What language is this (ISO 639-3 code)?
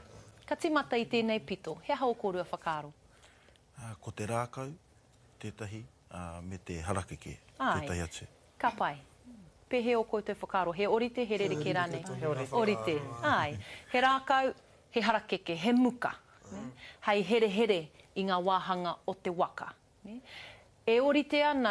mri